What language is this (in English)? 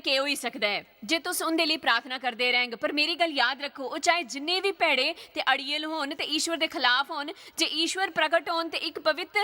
Dogri